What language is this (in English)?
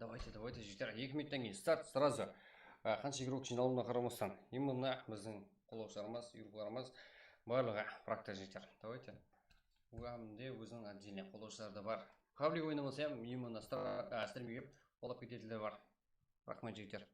Kara-Kalpak